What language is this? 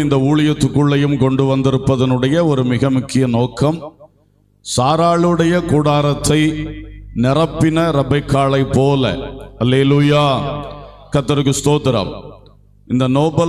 Tamil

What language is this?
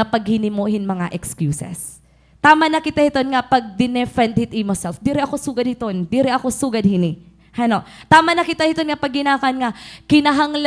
Waray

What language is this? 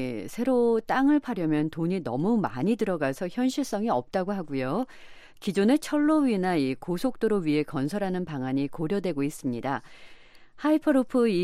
Korean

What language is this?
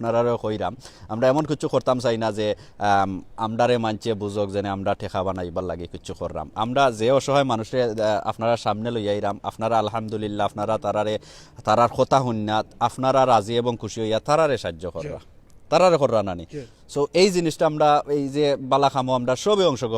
Sylheti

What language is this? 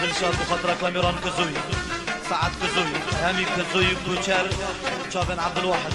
Kurdish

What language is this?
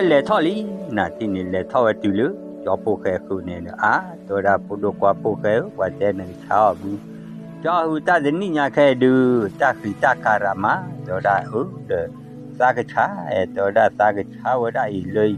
S'gaw Karen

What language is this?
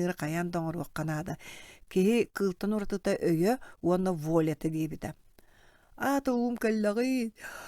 Yakut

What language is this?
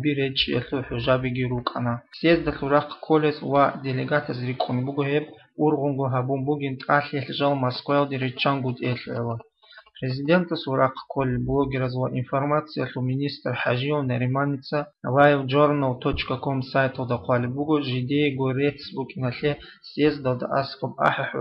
Avaric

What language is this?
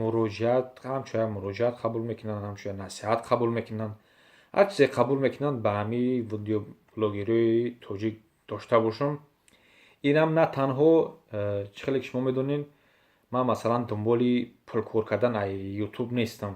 Tajik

